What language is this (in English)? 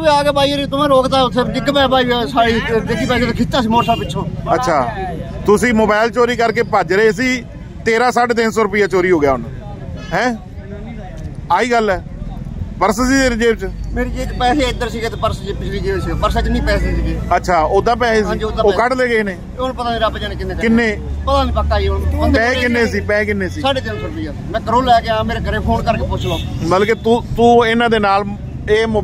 Punjabi